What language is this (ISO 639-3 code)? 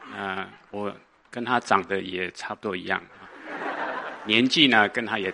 zho